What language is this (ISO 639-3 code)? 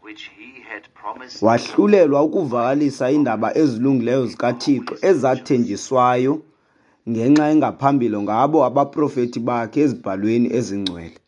xho